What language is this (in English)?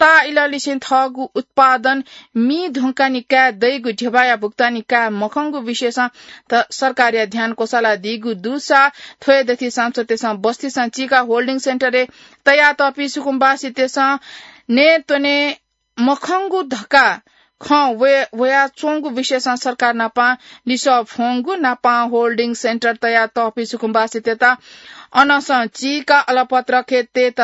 Newari